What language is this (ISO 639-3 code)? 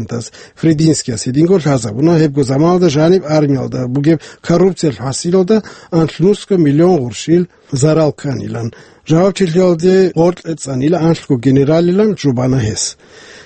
ava